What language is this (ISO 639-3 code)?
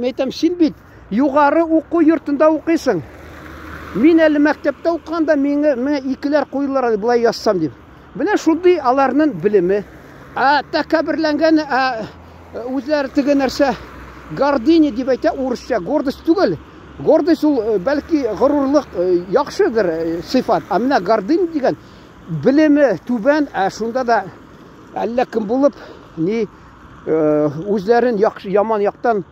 tat